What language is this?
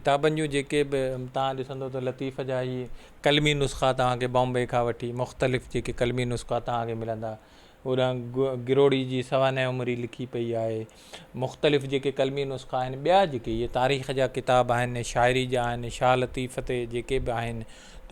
Sindhi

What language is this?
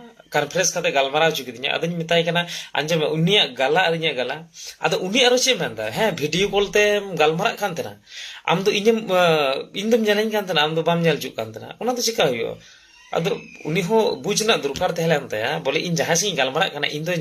Santali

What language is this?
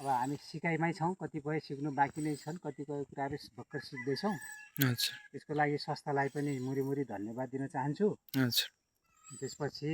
Nepali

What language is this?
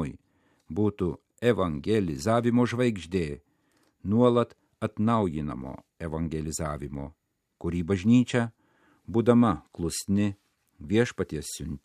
Lithuanian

